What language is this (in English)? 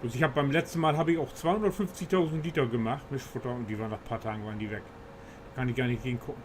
Low German